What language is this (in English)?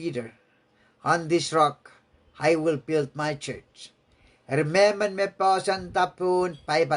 Pohnpeian